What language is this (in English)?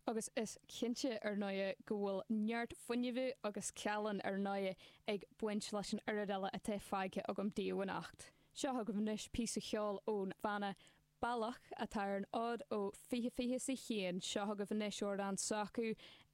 Irish